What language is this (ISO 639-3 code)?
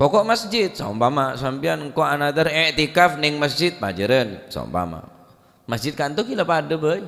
mad